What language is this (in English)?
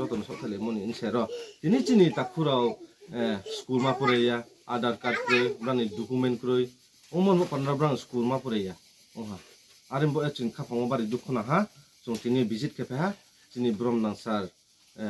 Riang (India)